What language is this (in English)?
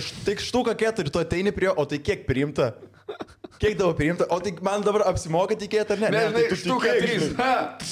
Lithuanian